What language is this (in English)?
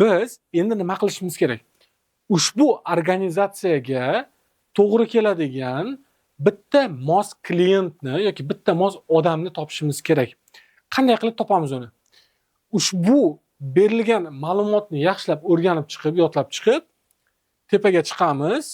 Uzbek